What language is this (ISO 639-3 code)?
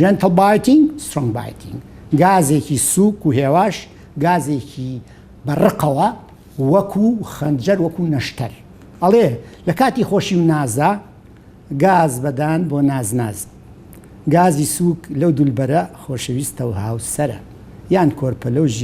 ckb